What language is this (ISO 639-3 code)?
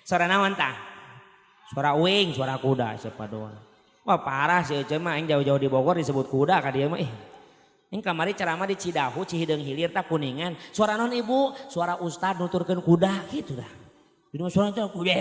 sun